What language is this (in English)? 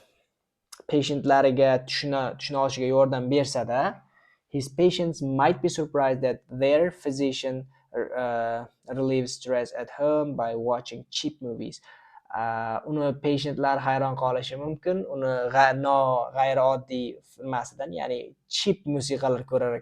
Uzbek